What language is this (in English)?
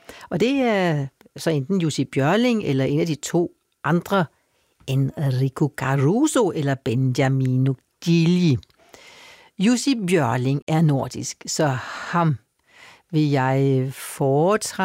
Danish